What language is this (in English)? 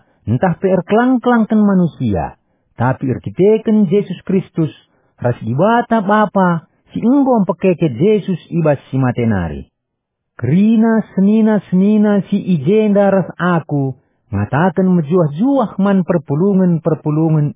Batak Karo